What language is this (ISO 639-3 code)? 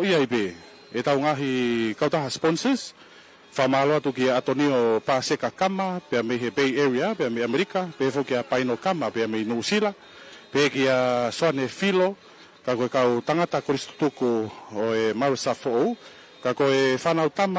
ton